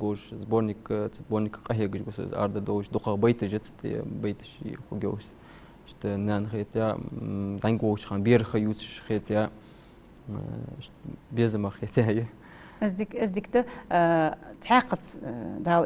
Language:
Ingush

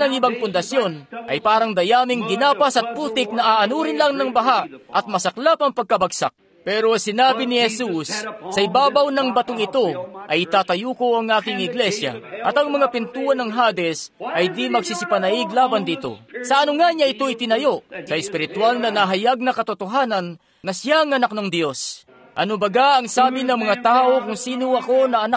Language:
Filipino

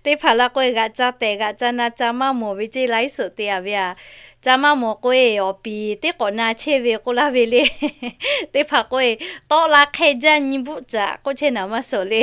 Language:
Lahu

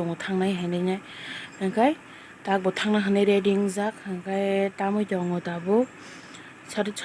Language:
Kok Borok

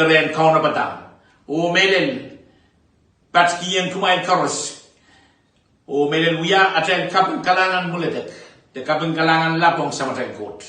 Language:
Pohnpeian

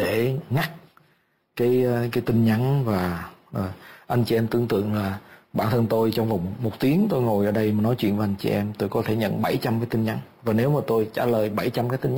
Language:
Vietnamese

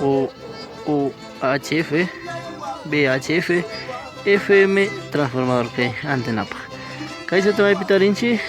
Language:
Ayacucho Quechua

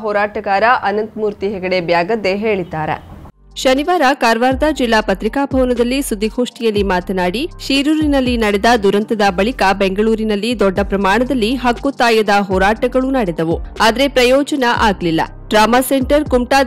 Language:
Kannada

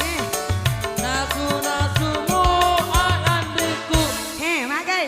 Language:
Buginese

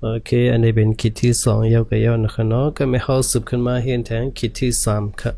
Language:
Shan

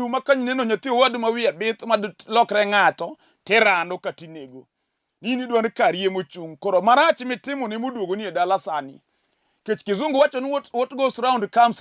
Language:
Luo (Kenya and Tanzania)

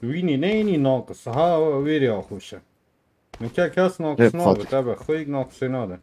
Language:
Kurdish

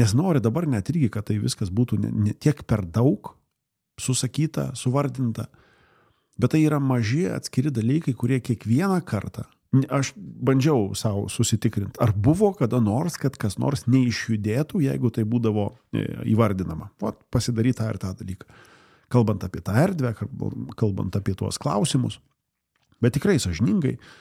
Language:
Lithuanian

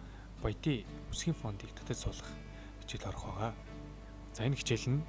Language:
Mongolian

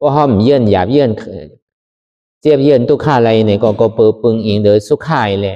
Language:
Shan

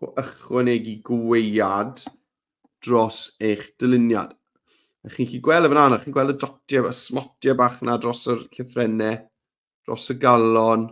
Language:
Welsh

